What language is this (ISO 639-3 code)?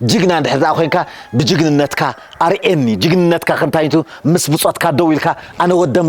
tir